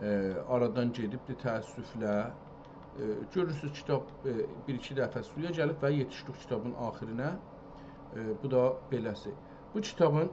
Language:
South Azerbaijani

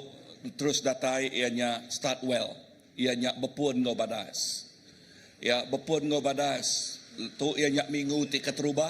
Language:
Iban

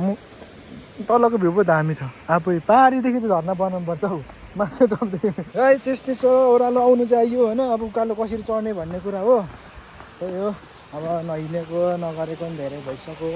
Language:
Nepali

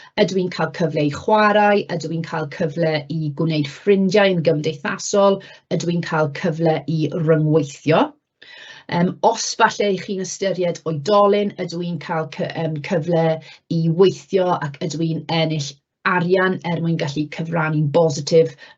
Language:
Welsh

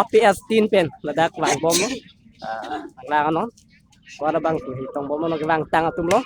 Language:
Karbi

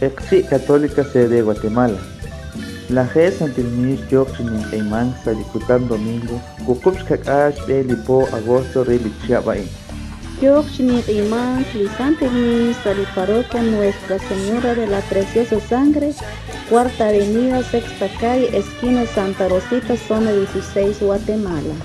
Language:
Kekchí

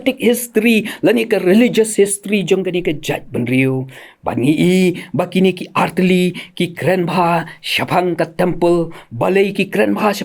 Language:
Khasi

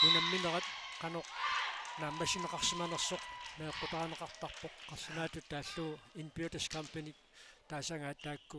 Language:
Kalaallisut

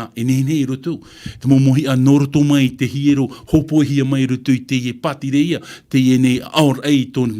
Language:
Tahitian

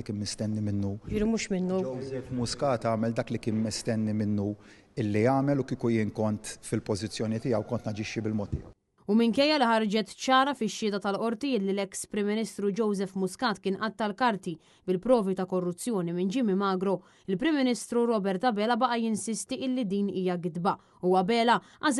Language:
Maltese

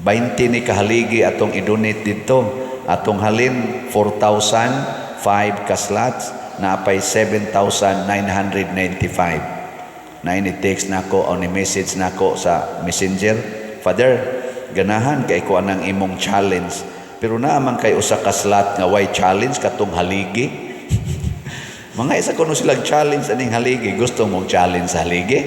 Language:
Cebuano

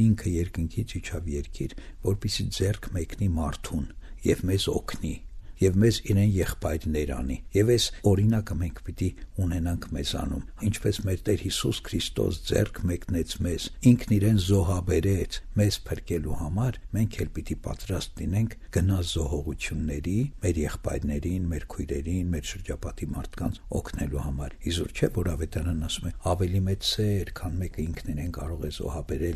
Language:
Armenian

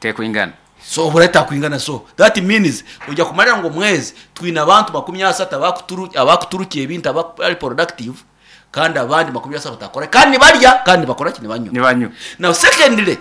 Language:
Nyankole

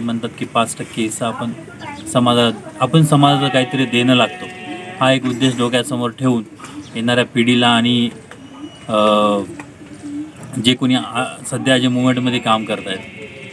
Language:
Marathi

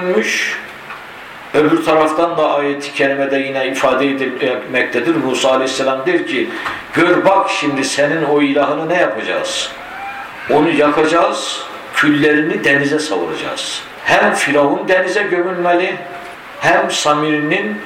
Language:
Turkish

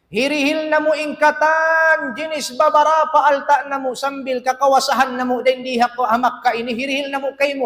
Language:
Tausug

